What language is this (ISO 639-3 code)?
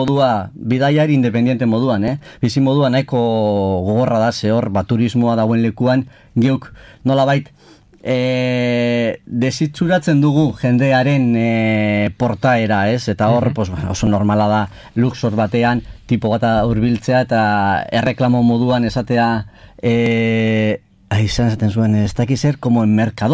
eus